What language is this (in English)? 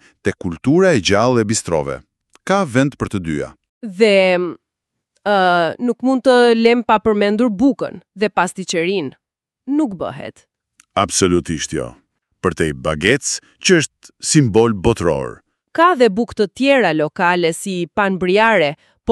Albanian